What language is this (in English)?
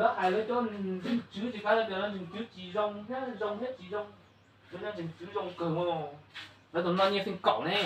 Hmong